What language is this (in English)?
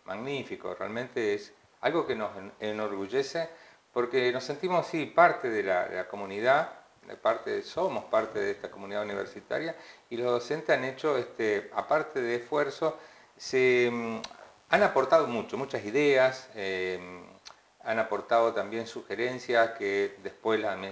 Spanish